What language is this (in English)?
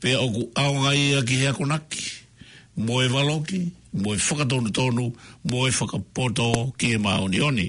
Tongan